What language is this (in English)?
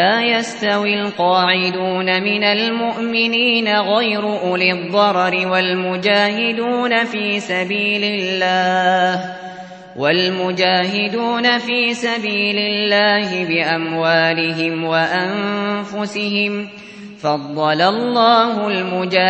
Arabic